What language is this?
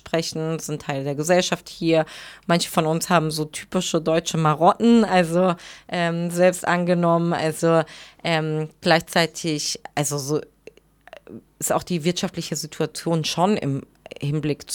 German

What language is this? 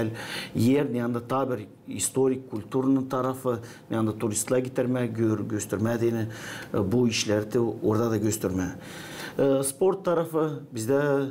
Gagauz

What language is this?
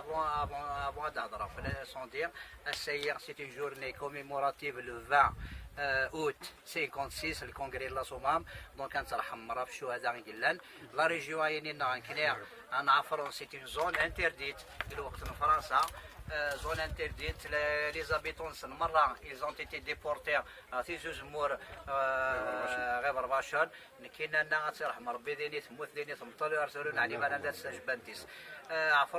Kabyle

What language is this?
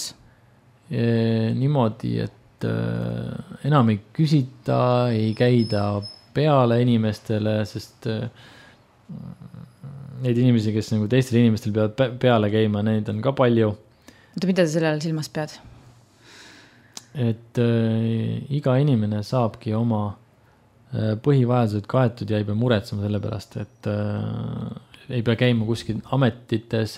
Estonian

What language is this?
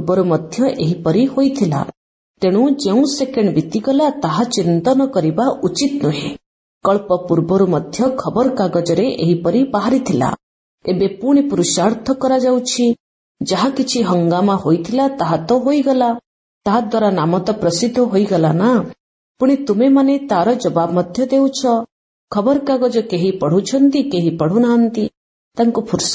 Odia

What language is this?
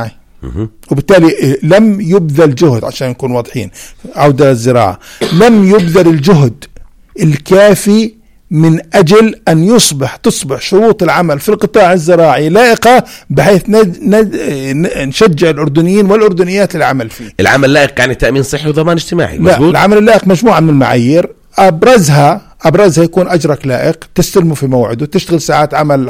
North Levantine Arabic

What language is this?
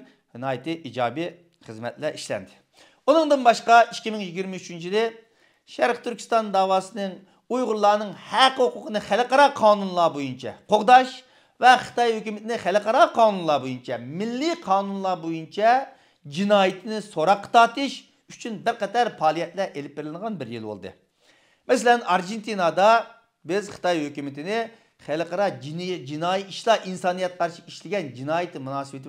Uyghur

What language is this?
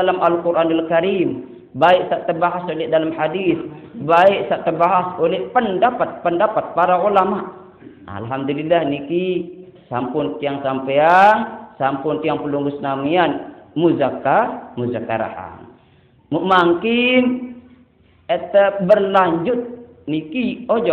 Sasak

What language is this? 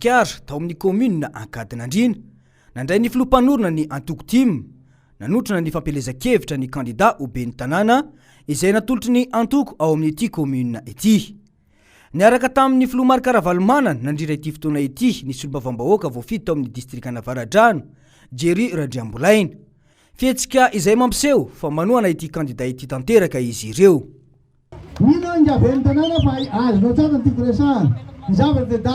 Malagasy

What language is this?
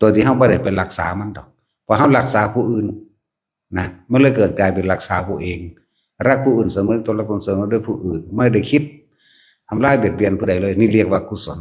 Northeastern Thai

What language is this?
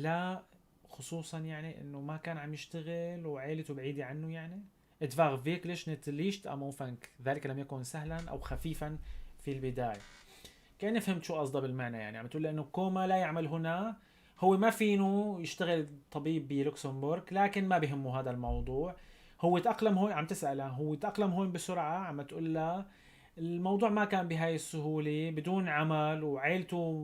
North Levantine Arabic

